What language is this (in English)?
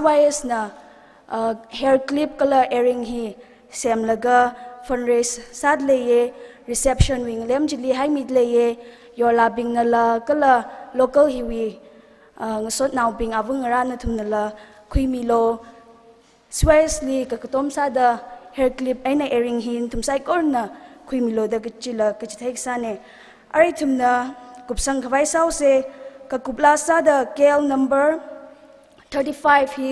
Tangkhul Naga (India)